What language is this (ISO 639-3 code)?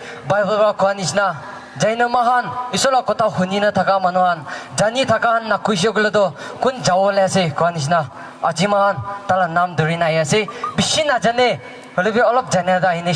nag